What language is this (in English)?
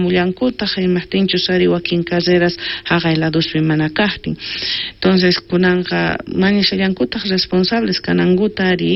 South Bolivian Quechua